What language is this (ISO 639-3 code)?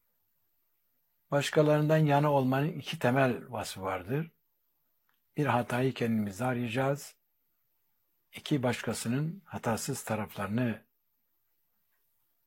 tur